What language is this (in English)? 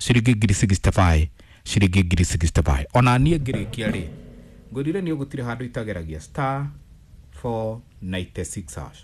Kikuyu